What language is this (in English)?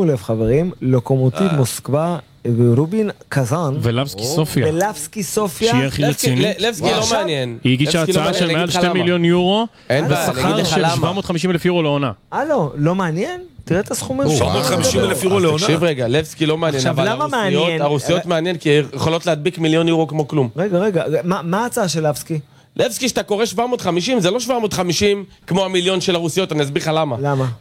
Hebrew